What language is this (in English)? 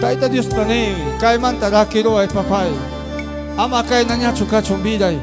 Ayacucho Quechua